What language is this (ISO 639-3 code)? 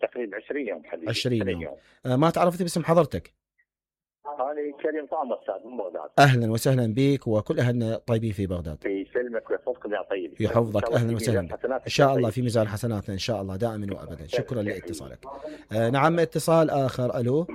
acm